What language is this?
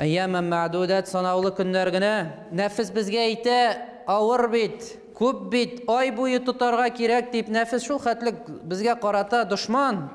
Tatar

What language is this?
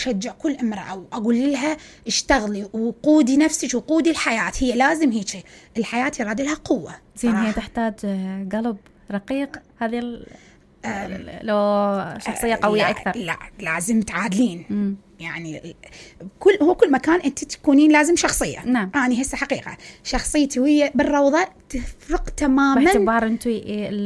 Mesopotamian Arabic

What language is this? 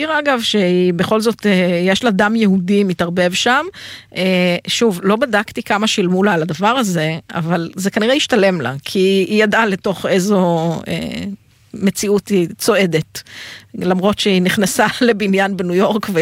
Hebrew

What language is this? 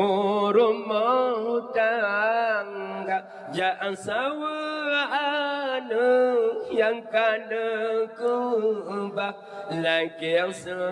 Achinese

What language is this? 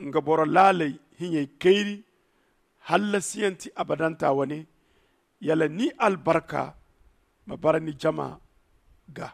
Zarma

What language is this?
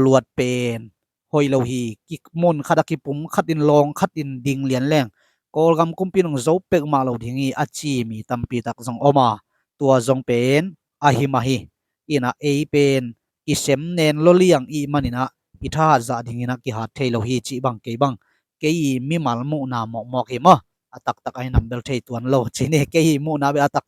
Tedim Chin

